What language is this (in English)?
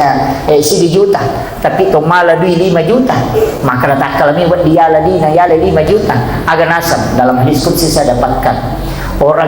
Buginese